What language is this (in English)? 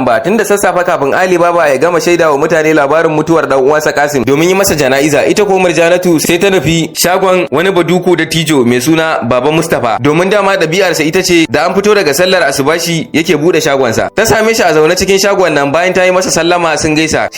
Hausa